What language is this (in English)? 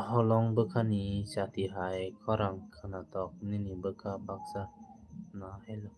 Kok Borok